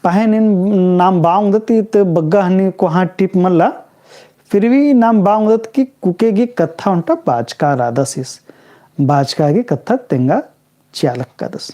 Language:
Kurukh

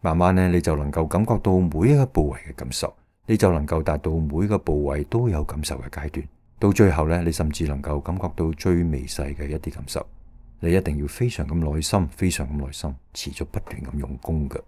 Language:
Cantonese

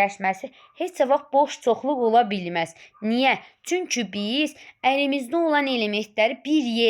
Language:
Azerbaijani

